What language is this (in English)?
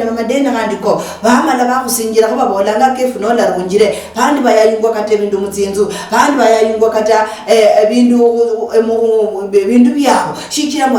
Luyia